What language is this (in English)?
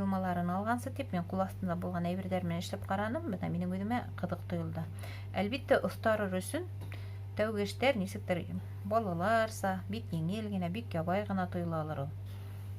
Bashkir